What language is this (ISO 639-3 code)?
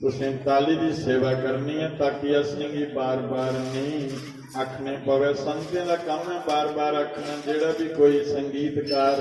doi